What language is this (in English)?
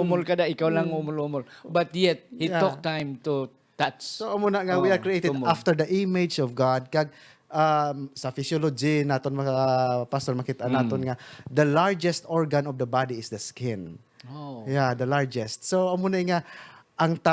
Hiligaynon